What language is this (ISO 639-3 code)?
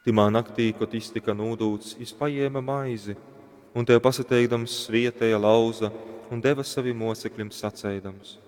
ltg